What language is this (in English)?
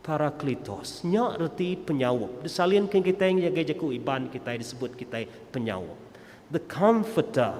Iban